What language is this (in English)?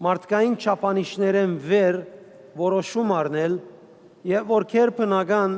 Western Armenian